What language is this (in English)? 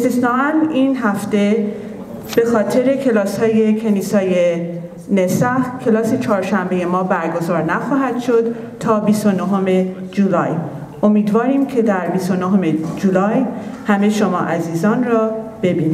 Persian